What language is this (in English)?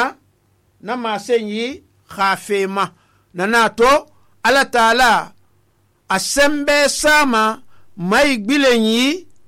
Susu